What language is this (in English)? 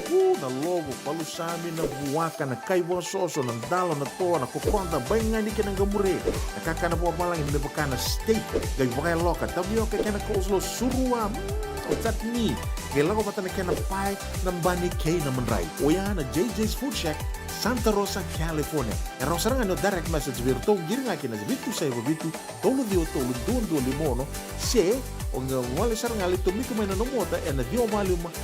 Fijian